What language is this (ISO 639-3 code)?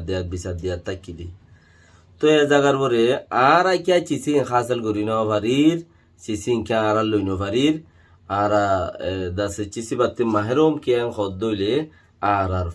rhg